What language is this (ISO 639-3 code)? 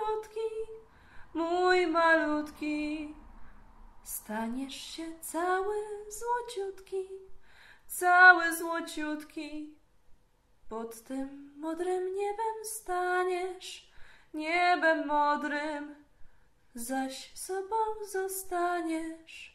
szl